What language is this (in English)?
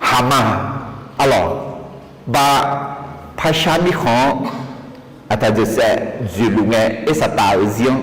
Akha